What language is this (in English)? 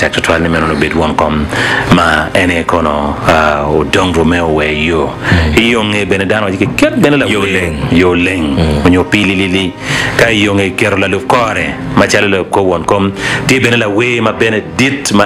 Acoli